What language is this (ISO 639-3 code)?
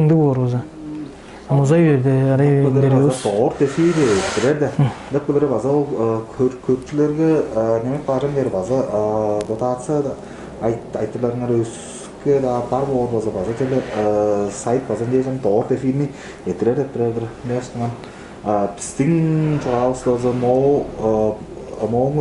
tyv